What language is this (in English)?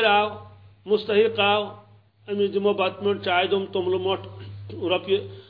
Kashmiri